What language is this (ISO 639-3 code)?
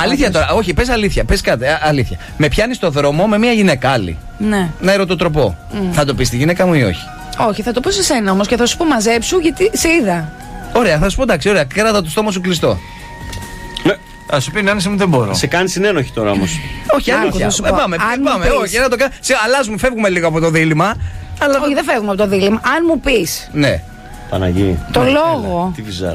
ell